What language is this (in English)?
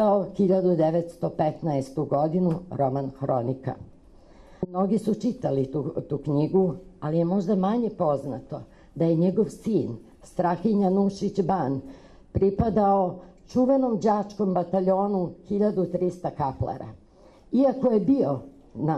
Serbian